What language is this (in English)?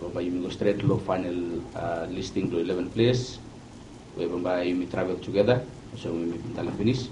Bislama